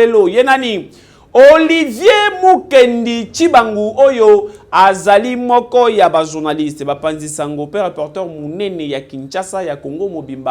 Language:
Lingala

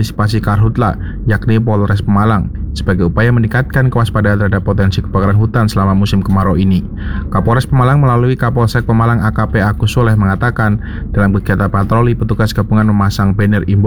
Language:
Indonesian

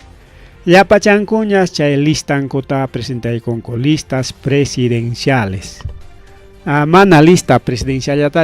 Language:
Ayacucho Quechua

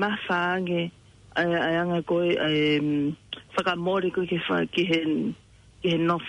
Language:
Tongan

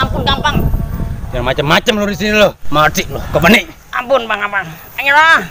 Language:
Betawi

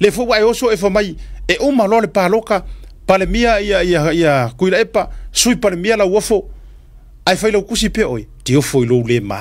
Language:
Samoan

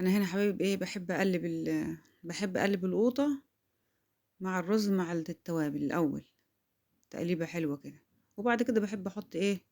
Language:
Egyptian Arabic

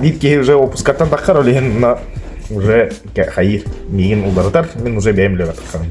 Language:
Yakut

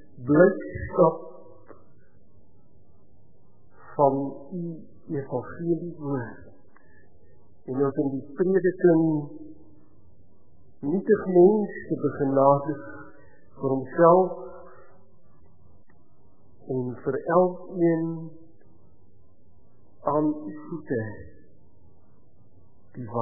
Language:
Afrikaans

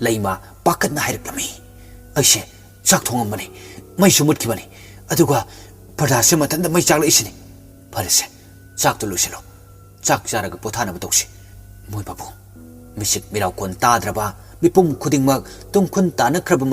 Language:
Manipuri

